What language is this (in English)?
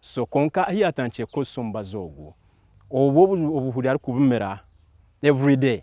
Nyankole